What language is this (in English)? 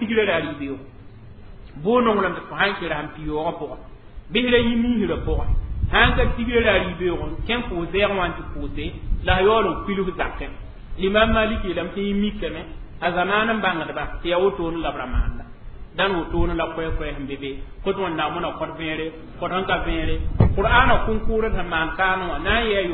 Mossi